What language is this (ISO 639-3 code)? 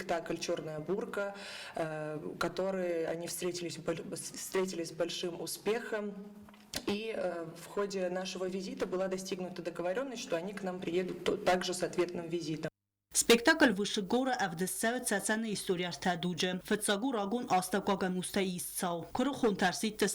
oss